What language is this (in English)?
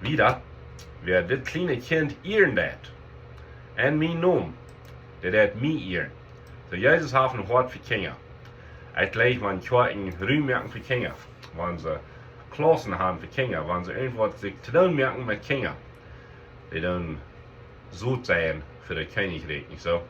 Plautdietsch